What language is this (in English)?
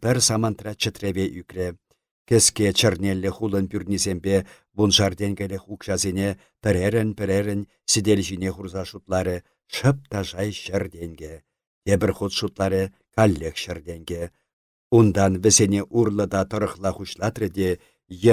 Chuvash